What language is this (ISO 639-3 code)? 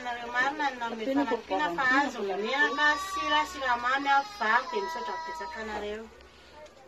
mlg